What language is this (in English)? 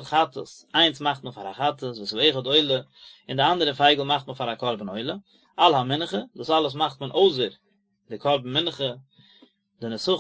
Yiddish